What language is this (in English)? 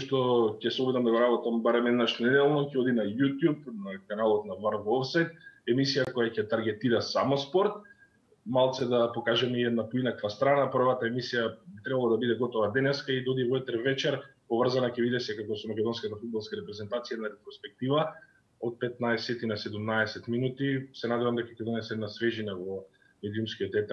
Macedonian